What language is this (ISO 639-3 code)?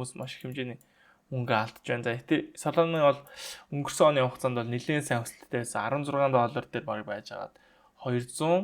mon